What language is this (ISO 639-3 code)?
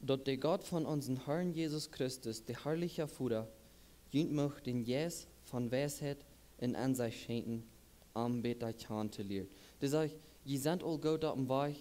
pdt